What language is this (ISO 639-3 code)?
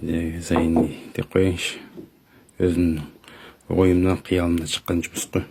kaz